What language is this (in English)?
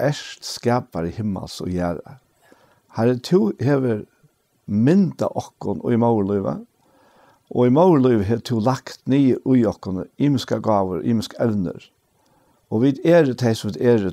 Faroese